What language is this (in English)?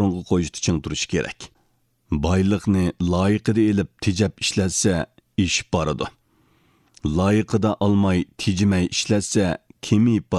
Uyghur